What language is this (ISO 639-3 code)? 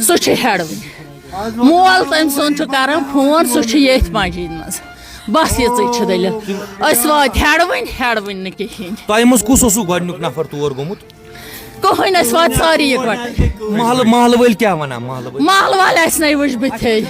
kas